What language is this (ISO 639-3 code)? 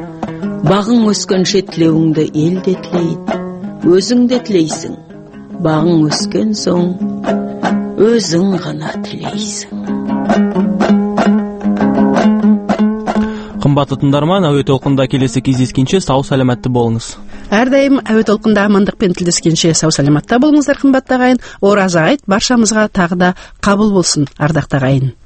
kaz